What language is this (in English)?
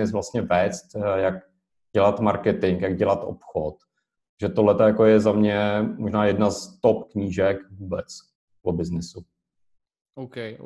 Czech